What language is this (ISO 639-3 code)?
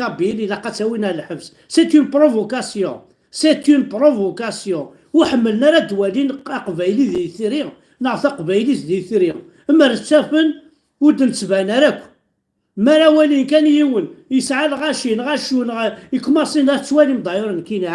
kab